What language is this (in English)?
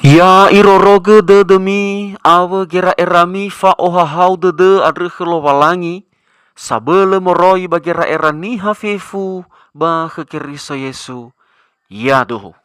Nias